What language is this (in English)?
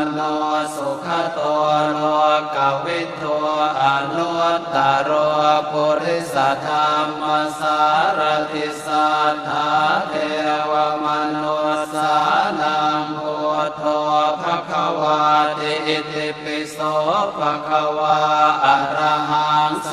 Pali